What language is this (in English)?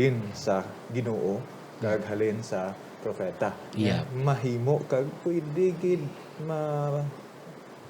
Hiligaynon